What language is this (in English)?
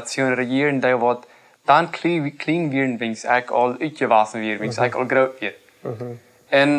Plautdietsch